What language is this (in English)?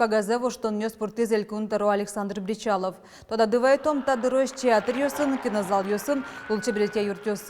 Udmurt